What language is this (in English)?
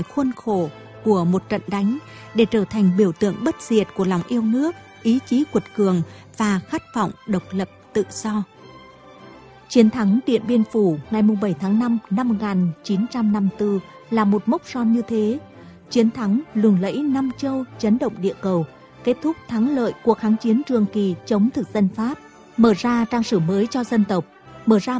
Vietnamese